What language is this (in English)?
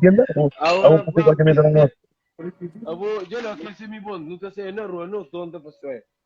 Kabuverdianu